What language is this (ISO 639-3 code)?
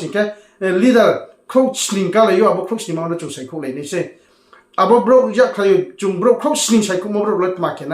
ria